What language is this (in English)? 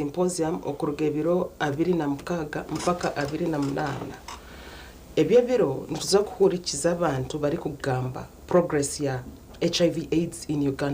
Nyankole